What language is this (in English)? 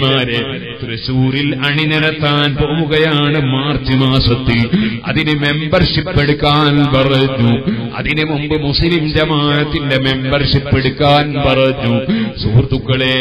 Malayalam